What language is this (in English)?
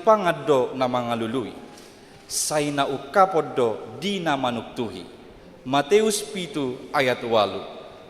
Batak Toba